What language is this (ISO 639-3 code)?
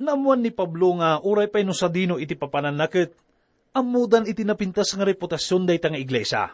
ilo